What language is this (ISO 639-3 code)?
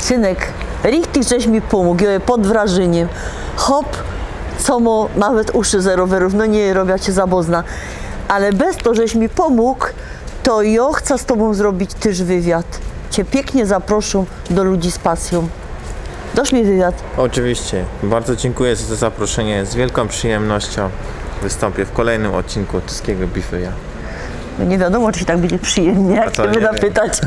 szl